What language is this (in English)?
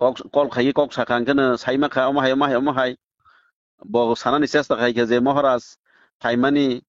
Kok Borok